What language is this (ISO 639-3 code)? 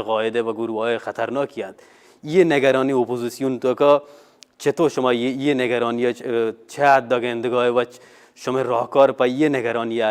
bal